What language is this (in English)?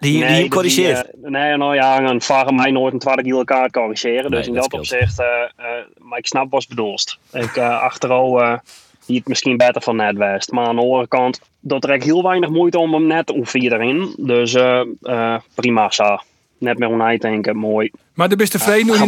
Western Frisian